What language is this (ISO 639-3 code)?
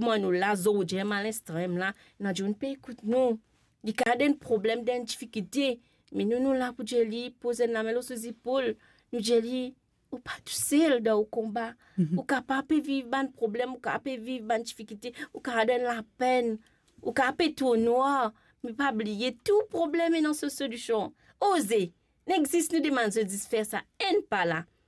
mfe